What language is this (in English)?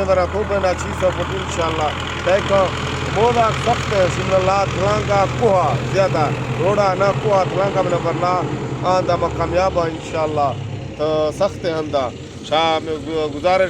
Eastern Balochi